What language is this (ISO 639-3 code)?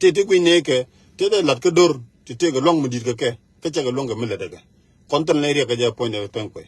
nus